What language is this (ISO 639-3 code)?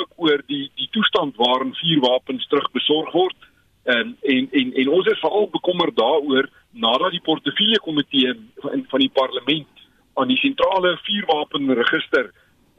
afr